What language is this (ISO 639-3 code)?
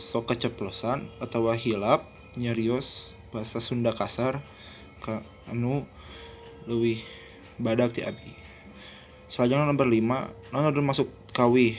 sun